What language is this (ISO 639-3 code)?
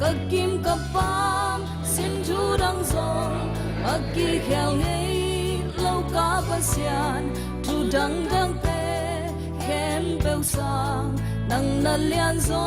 ctd